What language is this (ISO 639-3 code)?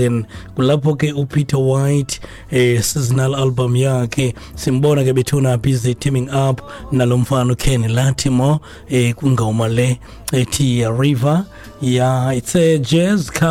xho